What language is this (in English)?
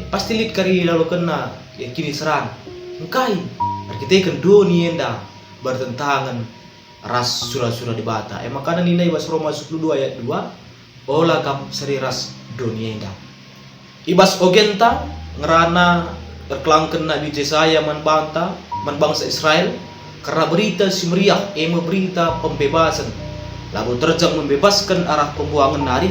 Batak Karo